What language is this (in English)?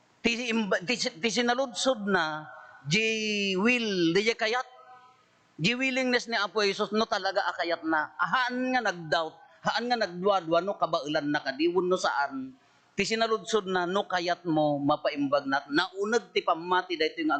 Iloko